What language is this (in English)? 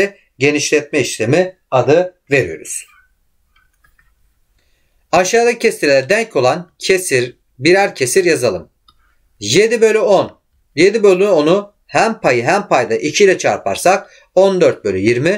Turkish